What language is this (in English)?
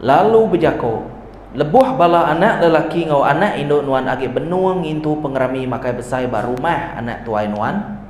Iban